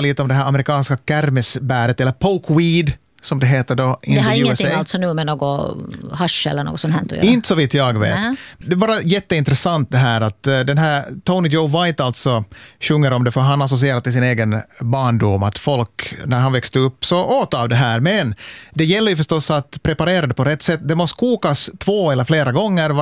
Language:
Swedish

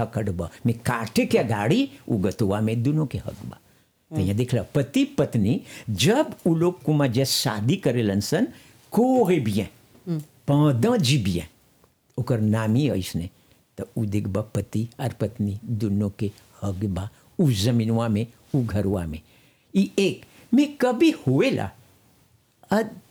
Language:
Bhojpuri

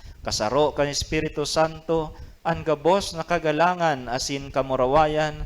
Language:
Bikol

